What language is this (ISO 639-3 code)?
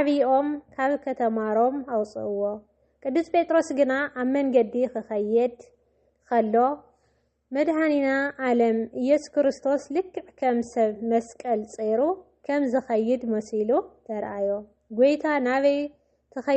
tir